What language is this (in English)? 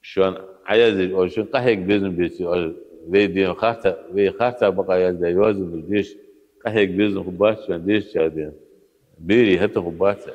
Ingush